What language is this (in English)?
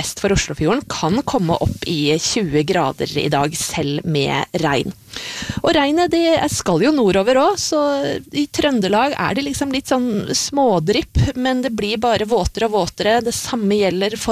Norwegian